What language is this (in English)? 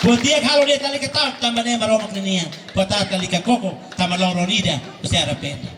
Tetum